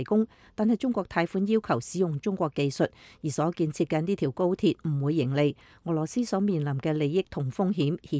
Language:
Cantonese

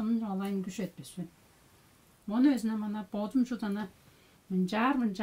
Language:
Tuvinian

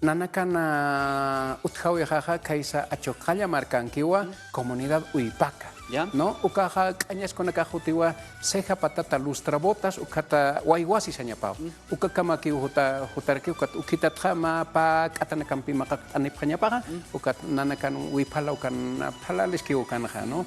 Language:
Aymara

